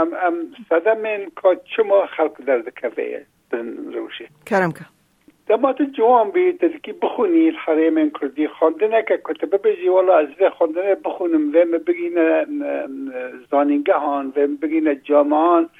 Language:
Kurdish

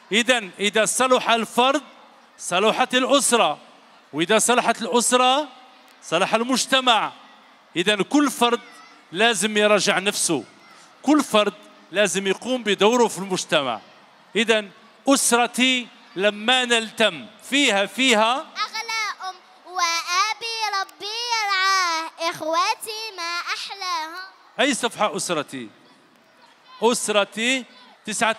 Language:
Algerian Arabic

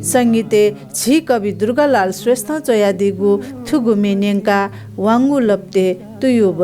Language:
Newari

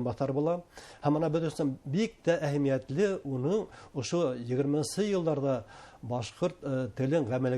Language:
Bashkir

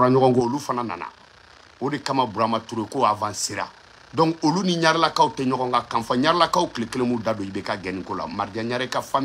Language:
Bambara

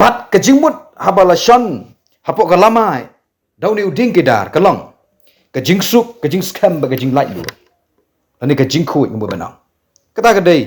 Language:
Khasi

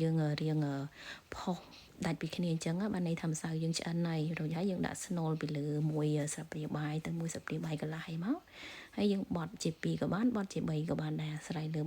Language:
Khmer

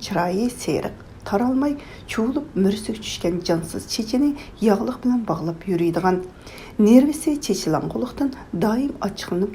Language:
Uyghur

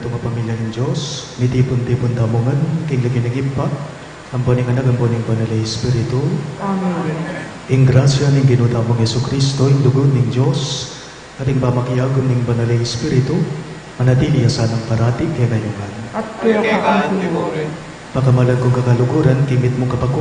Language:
Pampanga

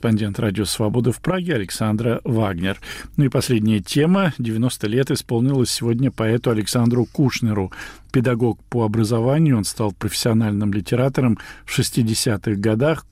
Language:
Russian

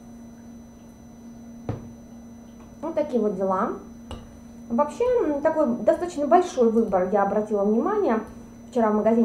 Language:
Russian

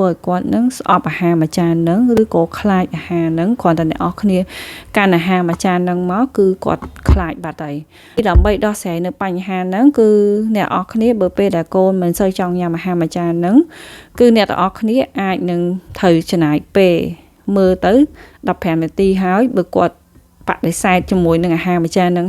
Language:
Khmer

